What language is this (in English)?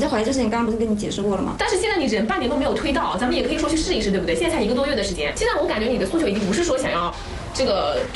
Chinese